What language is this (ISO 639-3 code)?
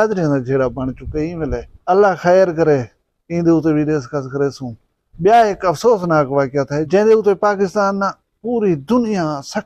skr